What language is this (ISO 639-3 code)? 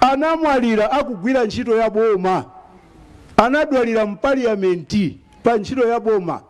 nya